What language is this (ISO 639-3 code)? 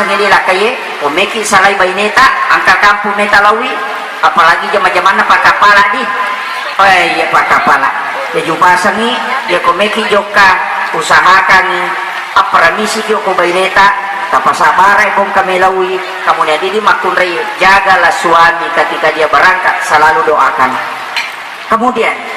bug